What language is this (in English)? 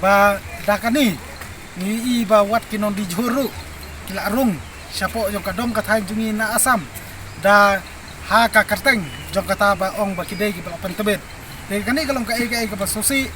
Khasi